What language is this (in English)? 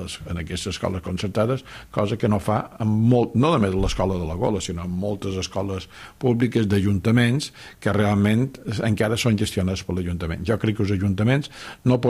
Catalan